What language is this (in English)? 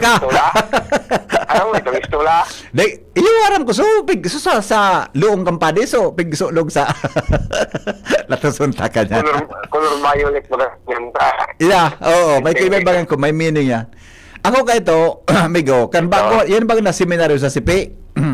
Bikol